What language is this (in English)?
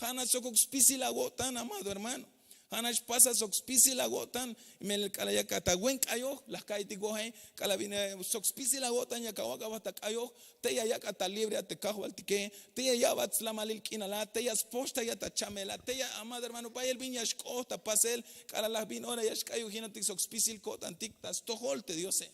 Tzeltal